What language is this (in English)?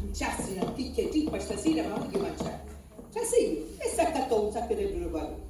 Sicilian